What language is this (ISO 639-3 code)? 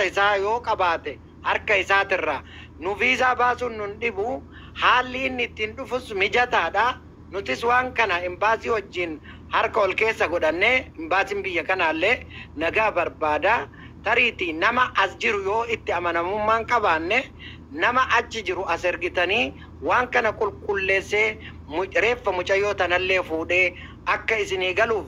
orm